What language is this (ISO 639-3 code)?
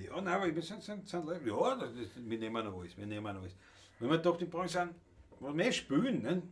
bar